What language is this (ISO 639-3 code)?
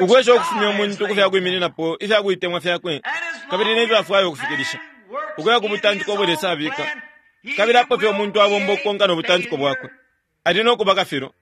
bem